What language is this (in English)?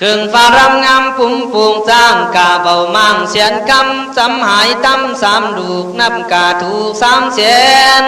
Khün